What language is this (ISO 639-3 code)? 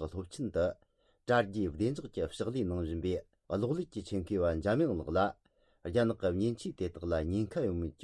bod